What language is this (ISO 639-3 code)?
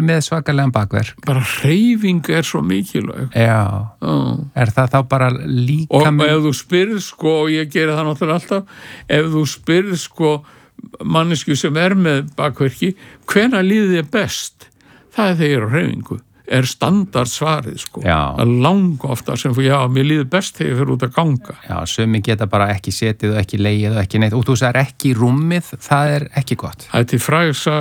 isl